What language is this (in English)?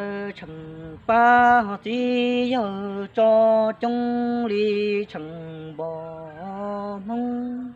Hmong